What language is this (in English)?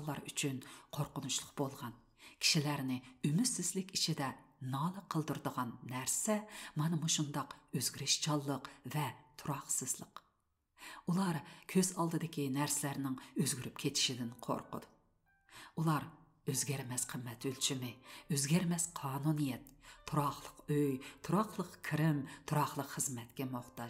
Uyghur